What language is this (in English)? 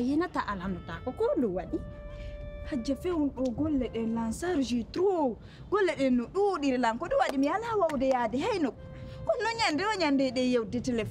Pular